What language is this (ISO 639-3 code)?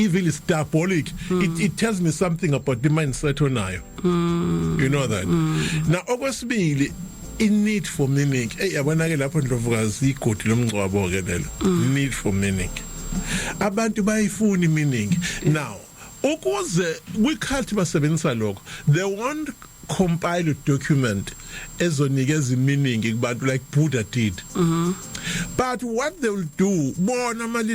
zul